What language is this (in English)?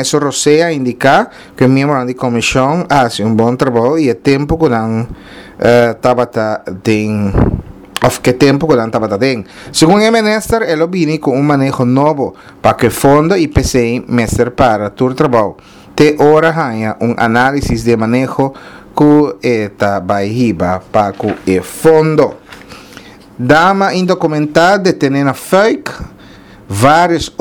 Papiamento